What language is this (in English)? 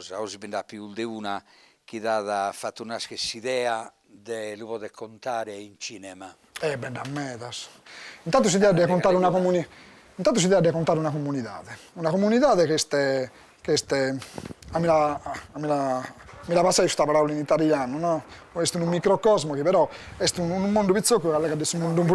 Sardinian